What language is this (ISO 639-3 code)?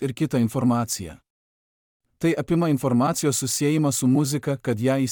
lit